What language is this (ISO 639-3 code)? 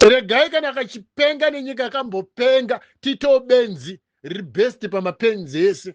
sna